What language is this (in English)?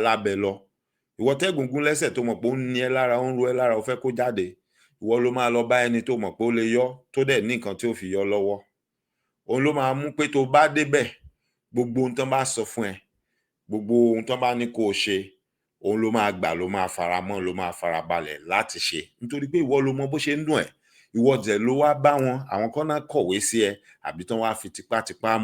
Yoruba